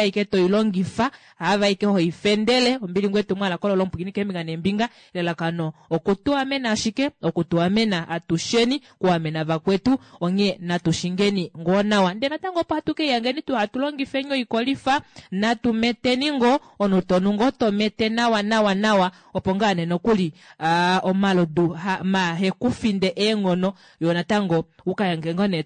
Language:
Kuanyama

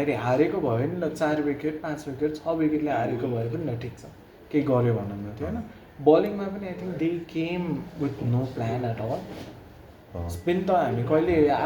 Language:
Nepali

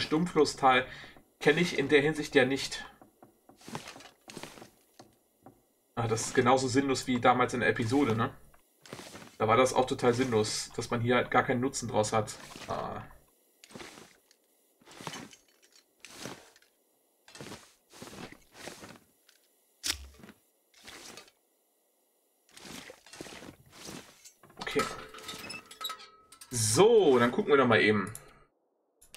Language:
German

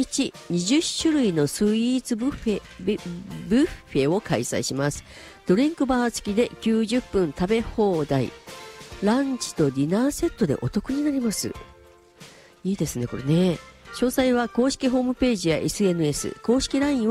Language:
Japanese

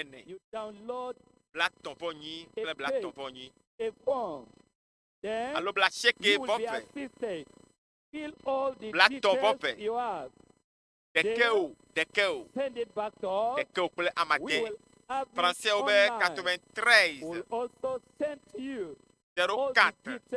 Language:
Ewe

